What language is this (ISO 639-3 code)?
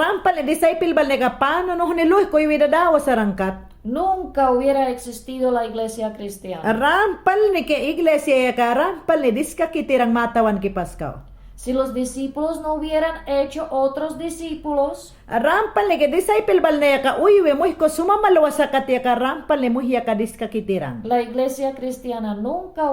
yan